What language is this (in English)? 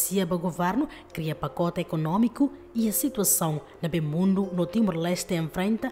Tetum